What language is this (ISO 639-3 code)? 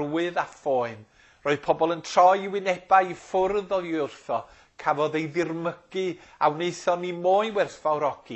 cym